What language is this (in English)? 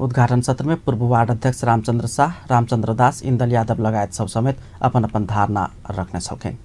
Maithili